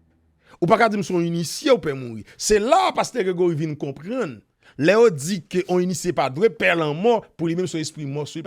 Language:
Haitian Creole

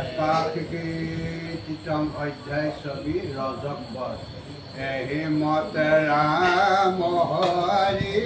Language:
Assamese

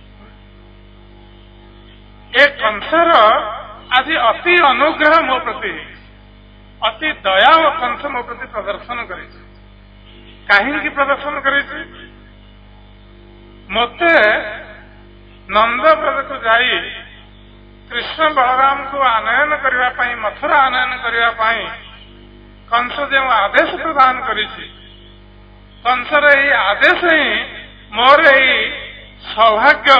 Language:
Odia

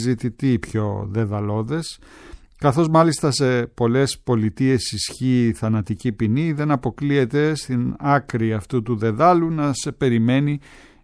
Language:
Greek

